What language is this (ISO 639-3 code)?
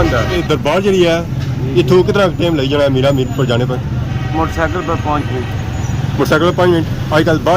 phr